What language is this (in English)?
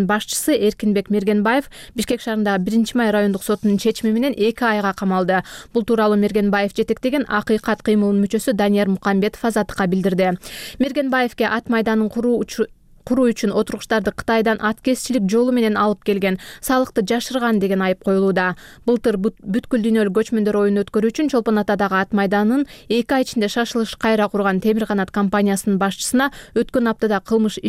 Kyrgyz